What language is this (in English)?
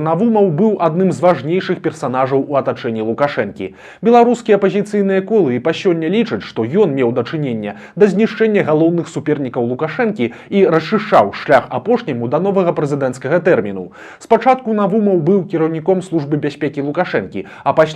Belarusian